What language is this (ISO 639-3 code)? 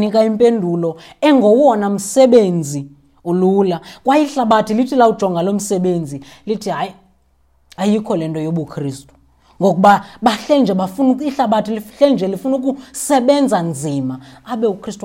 xho